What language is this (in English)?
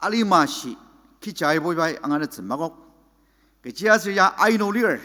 Ao Naga